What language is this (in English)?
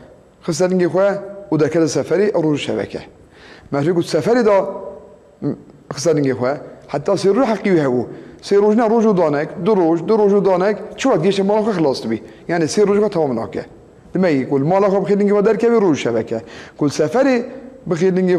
Kurdish